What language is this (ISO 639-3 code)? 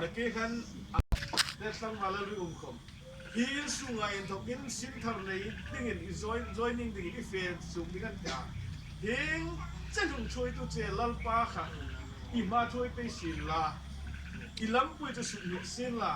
hmr